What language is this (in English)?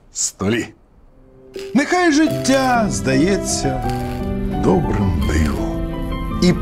Ukrainian